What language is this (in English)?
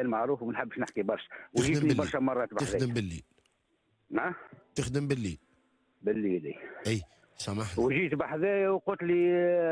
Tunisian Arabic